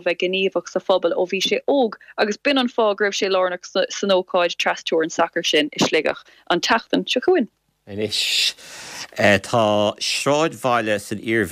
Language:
Irish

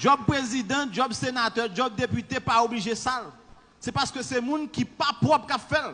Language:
Haitian Creole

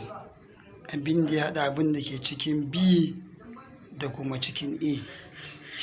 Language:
Hausa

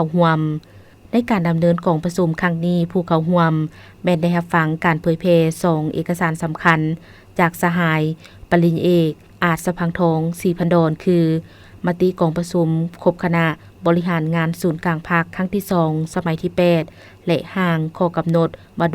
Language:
Lao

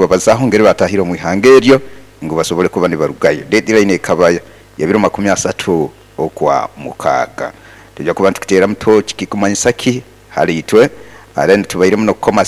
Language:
Nyoro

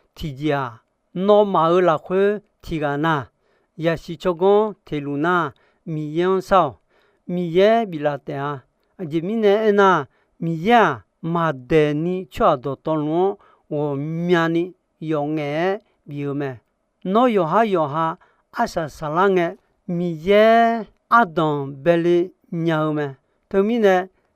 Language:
Akha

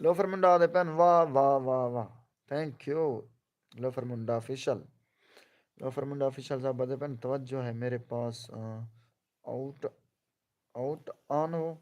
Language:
Saraiki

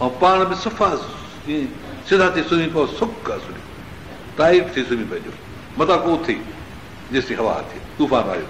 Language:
Sindhi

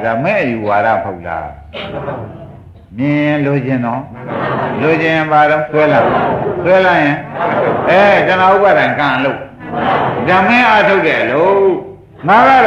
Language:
Burmese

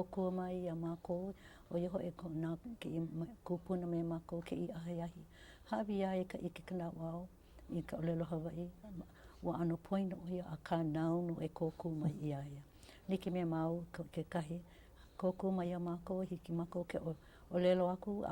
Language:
Hawaiian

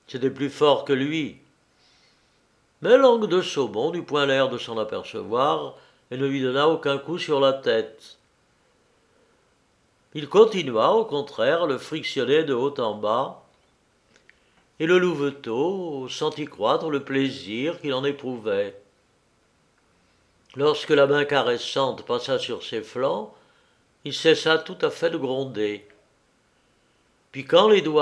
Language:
French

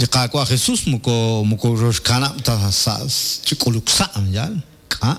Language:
Kekchí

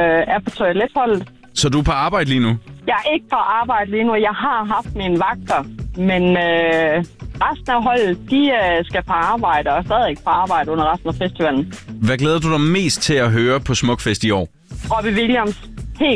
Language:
Danish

